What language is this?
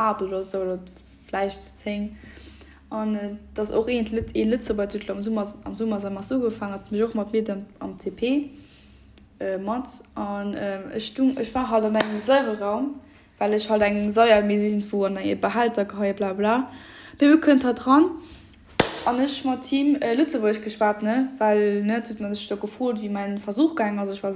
Luxembourgish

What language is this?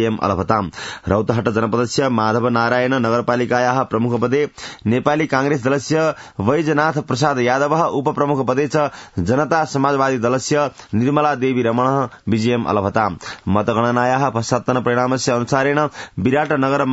Sanskrit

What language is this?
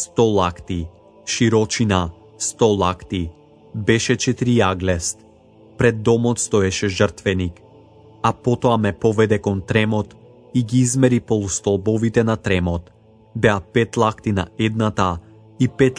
Macedonian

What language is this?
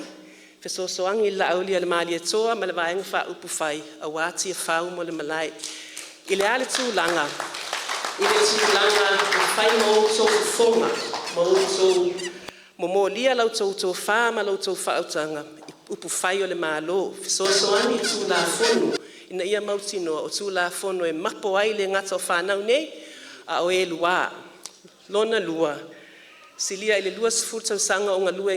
Samoan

